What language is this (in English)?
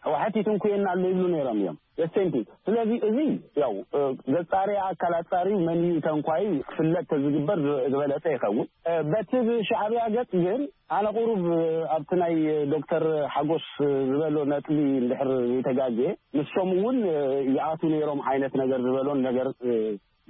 Tigrinya